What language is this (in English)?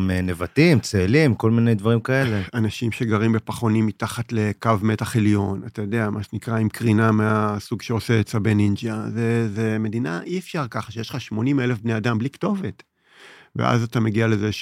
Hebrew